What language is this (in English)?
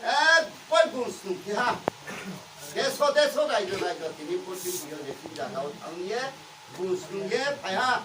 Riang (India)